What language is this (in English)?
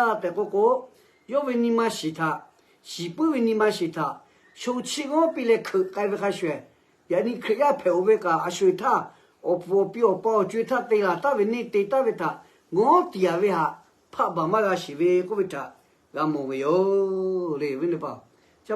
Lahu